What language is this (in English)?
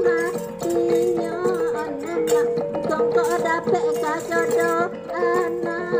Minangkabau